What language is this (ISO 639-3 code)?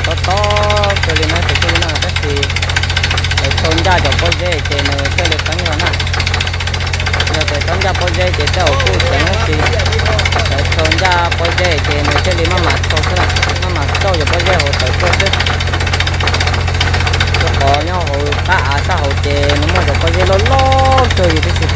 vie